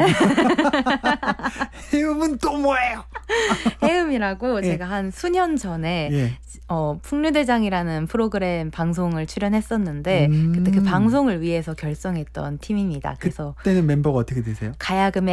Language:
Korean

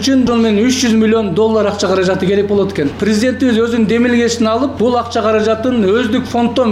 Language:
Kyrgyz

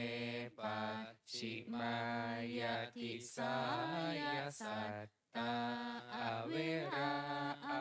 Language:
Pali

